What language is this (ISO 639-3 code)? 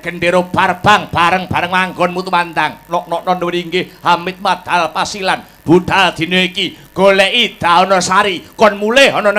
jav